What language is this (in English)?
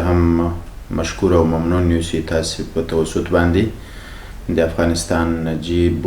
Pashto